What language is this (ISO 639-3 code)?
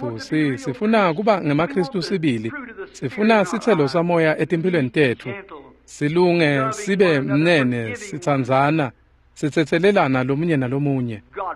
ssw